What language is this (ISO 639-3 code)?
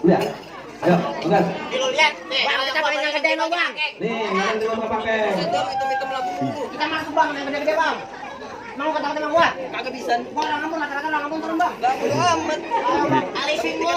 bew